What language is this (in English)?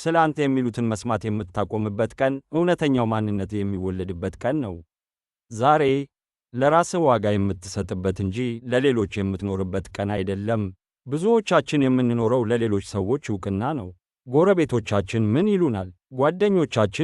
Amharic